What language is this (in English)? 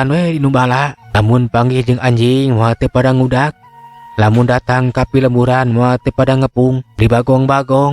Sundanese